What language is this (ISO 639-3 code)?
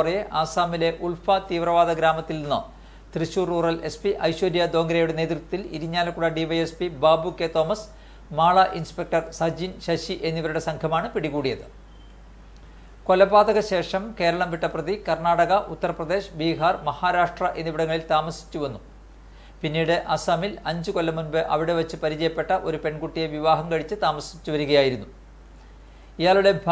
mal